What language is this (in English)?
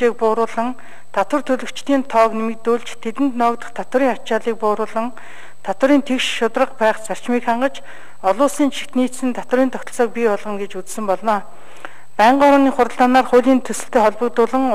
Mongolian